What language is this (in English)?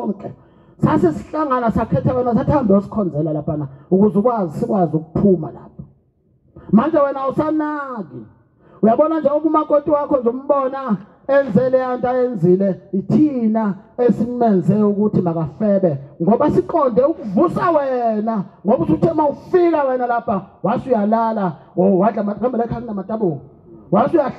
Zulu